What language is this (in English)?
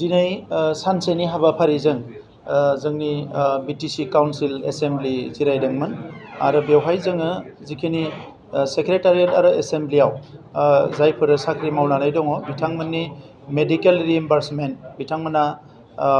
Bodo